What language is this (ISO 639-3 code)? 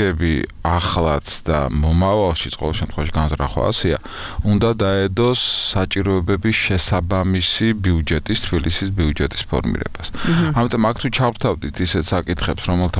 kat